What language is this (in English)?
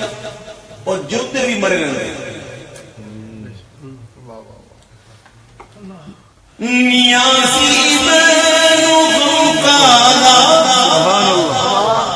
Urdu